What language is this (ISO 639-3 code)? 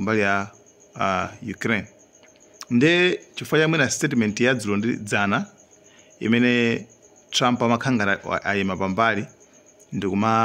nya